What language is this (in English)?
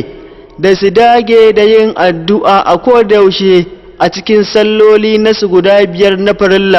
Hausa